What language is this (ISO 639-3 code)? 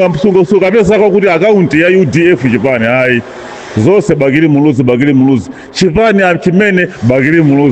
nya